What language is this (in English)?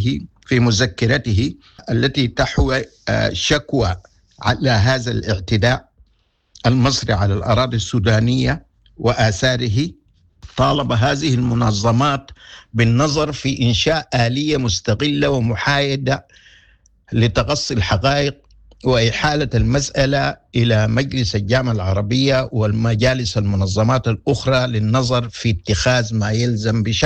Sudanese Arabic